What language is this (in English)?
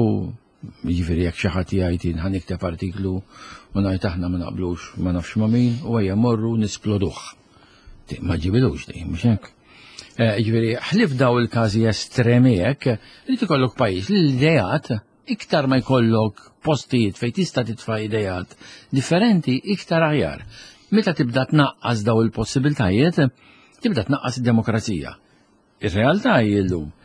Maltese